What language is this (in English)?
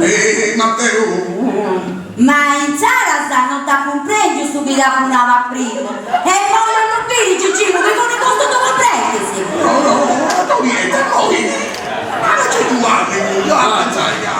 Sardinian